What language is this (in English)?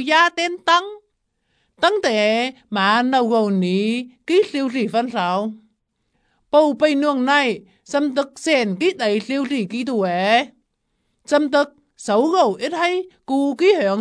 Vietnamese